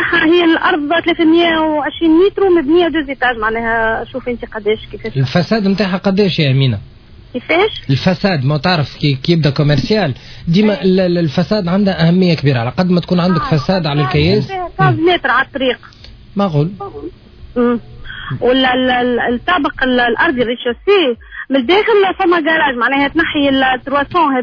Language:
Tunisian Arabic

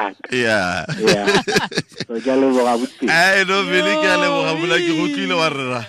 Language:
Tswana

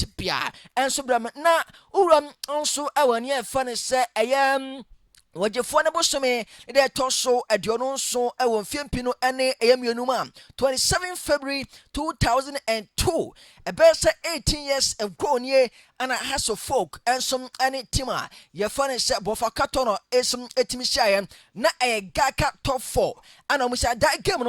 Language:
Akan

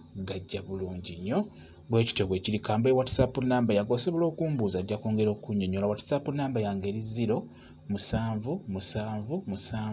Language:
Ganda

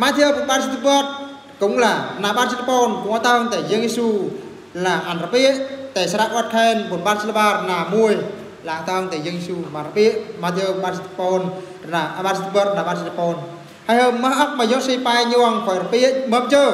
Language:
Eastern Bru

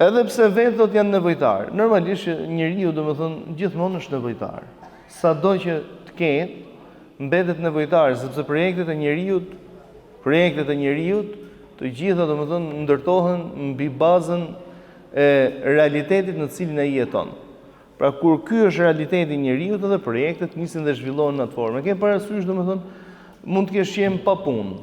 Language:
Albanian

